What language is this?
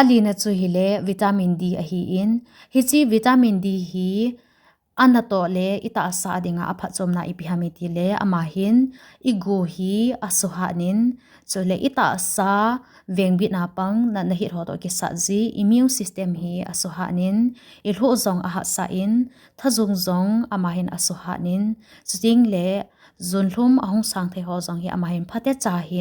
Thado Chin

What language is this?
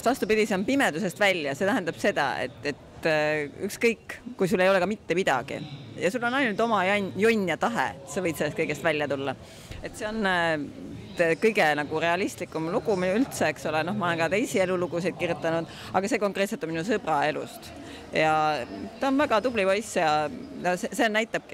Estonian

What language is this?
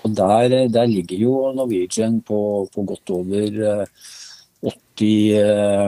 Norwegian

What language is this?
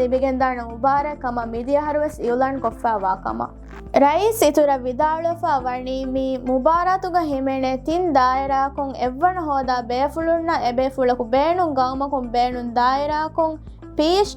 Divehi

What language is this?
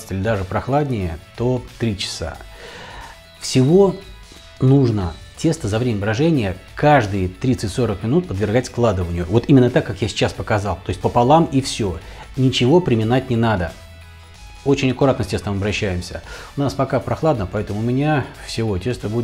Russian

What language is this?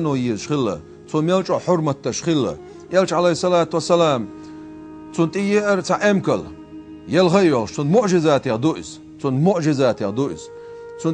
Chechen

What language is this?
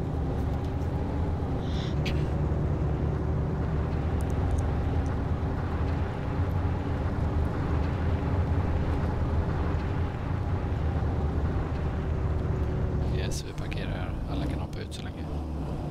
Swedish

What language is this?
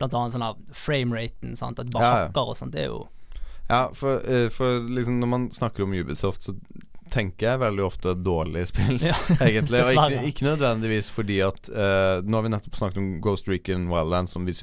Norwegian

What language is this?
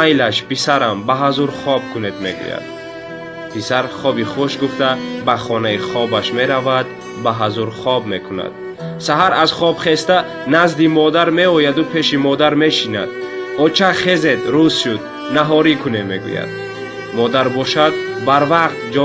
Tajik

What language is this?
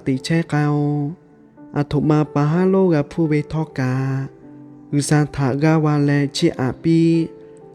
Lahu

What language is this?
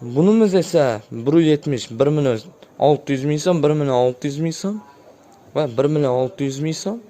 Uzbek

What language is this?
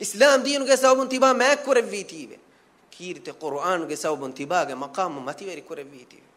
Divehi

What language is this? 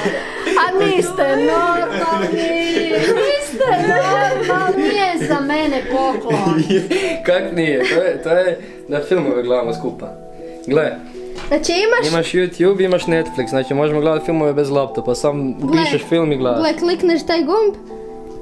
Croatian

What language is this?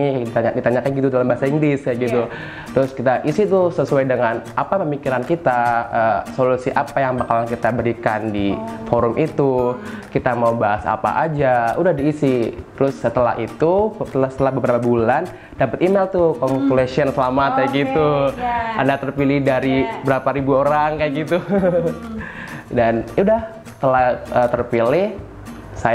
Indonesian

